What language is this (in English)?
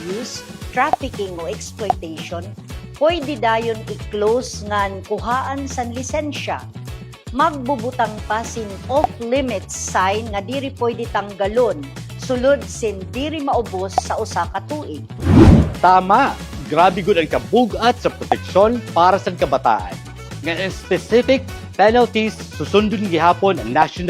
Waray